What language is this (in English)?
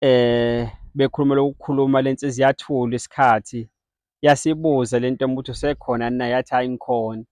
Zulu